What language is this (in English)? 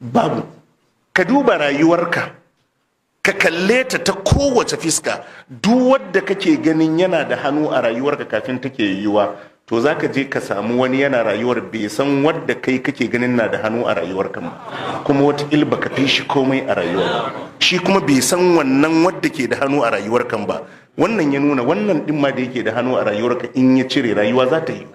Hausa